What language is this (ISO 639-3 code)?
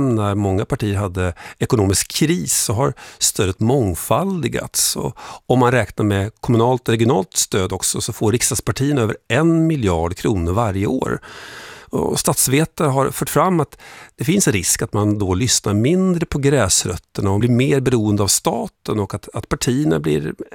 swe